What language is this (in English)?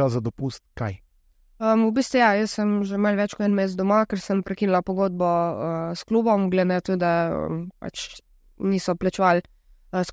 Slovenian